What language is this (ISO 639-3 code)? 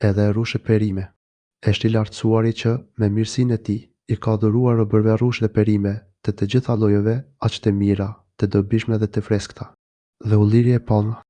sqi